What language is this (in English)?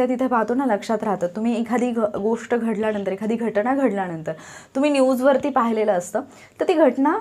Marathi